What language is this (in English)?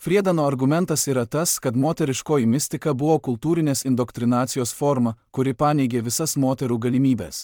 Lithuanian